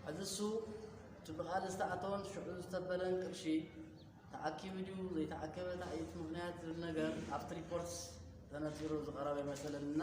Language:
Tigrinya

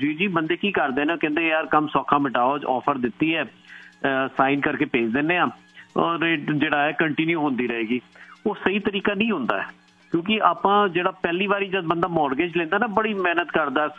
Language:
Punjabi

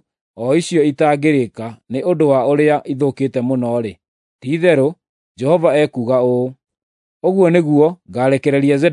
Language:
Kikuyu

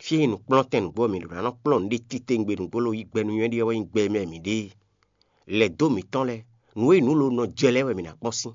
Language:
Fon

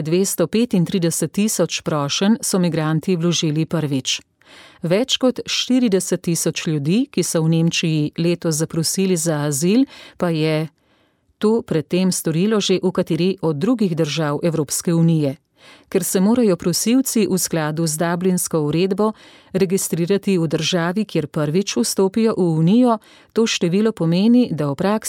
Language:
Slovenian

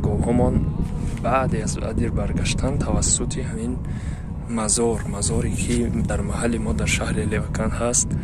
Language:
Tajik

